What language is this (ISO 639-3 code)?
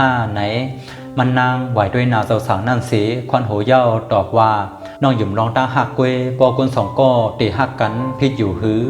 shn